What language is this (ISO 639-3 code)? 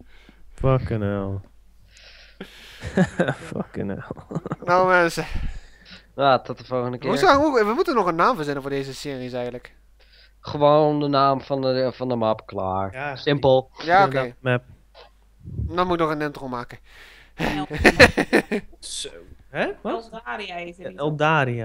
nld